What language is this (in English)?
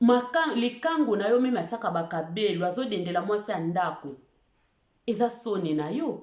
Lingala